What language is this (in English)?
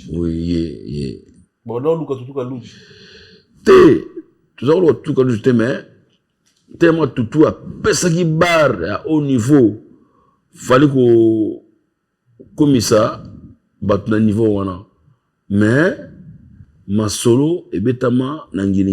Lingala